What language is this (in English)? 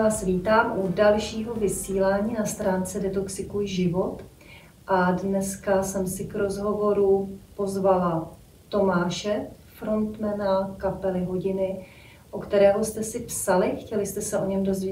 Czech